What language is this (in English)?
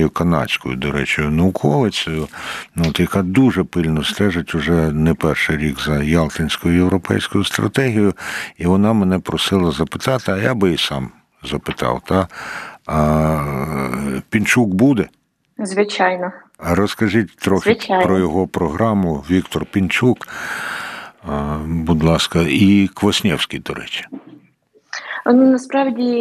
Ukrainian